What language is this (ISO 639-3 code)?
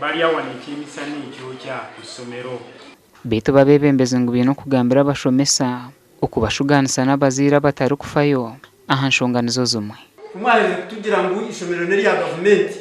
nyn